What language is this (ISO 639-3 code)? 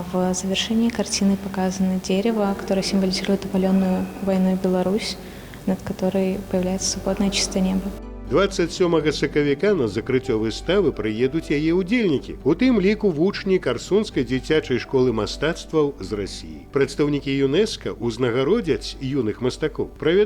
bel